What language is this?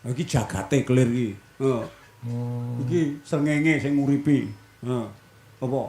Javanese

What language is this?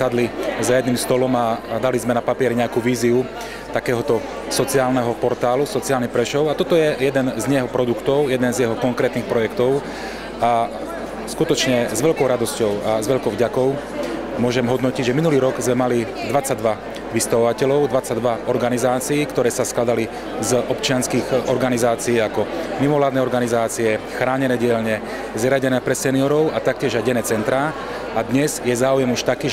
Slovak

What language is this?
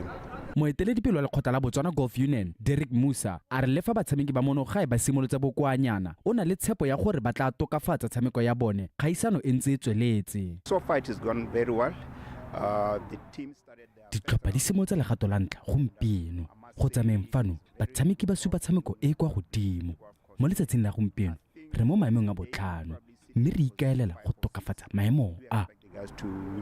Tswana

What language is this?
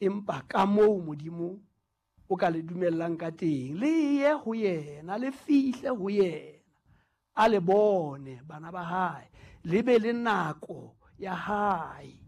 Southern Sotho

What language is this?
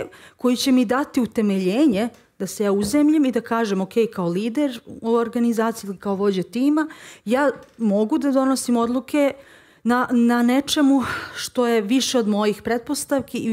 Serbian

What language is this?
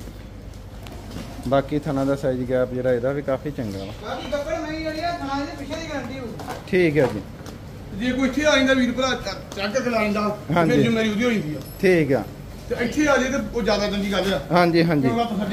Punjabi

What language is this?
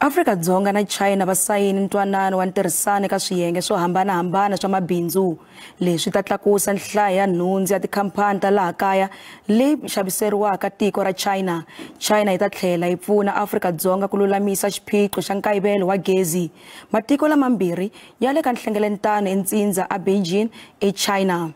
Tsonga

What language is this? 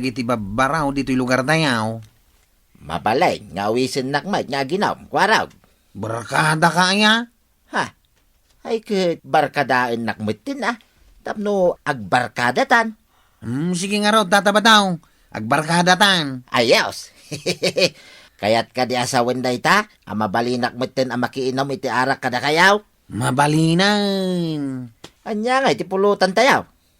Iloko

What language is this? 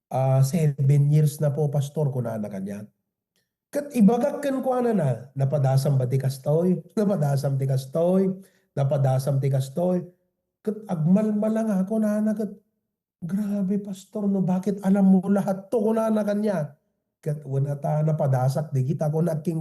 Iloko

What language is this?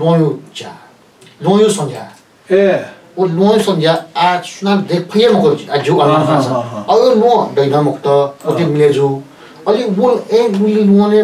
Newari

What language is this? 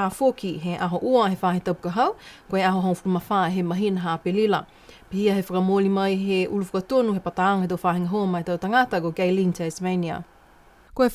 Niuean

